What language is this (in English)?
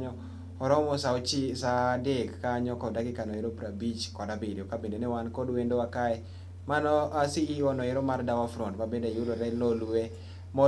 Luo (Kenya and Tanzania)